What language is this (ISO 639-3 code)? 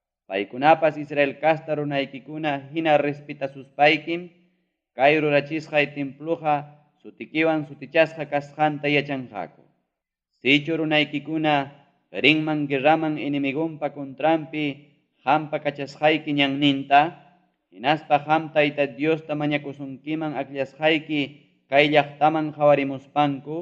quy